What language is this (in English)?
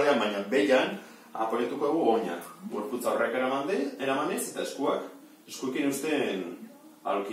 Basque